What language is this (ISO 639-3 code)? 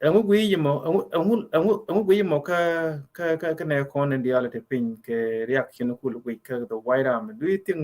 nus